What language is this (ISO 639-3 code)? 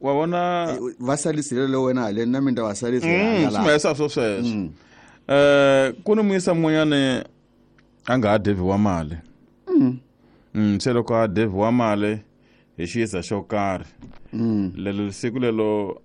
tso